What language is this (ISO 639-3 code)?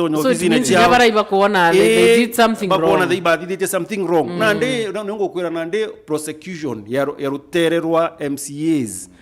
mer